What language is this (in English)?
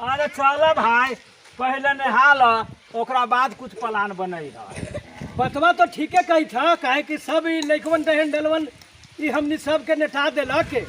Magahi